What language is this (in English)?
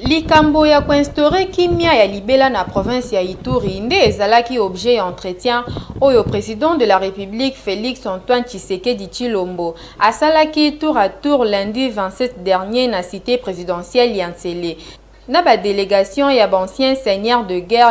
Lingala